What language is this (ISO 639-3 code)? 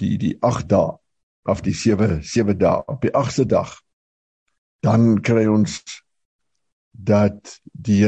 afr